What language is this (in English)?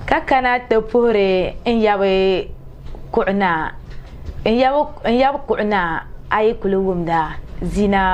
Dagbani